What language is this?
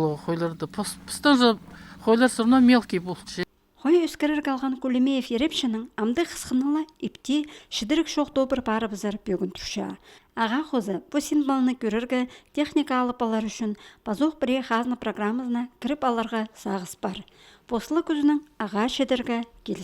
Khakas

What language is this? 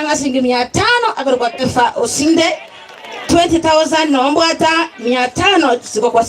Gusii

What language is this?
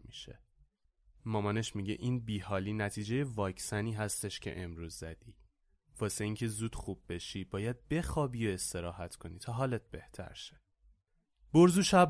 Persian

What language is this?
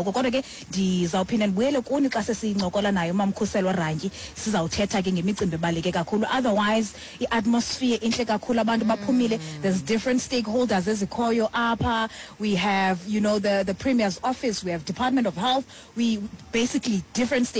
Xhosa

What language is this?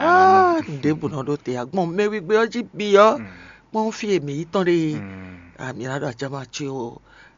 Fon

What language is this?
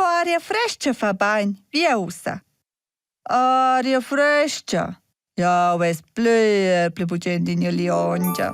Romansh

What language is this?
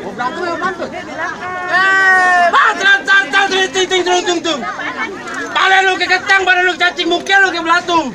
Betawi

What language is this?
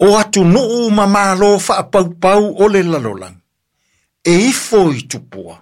Samoan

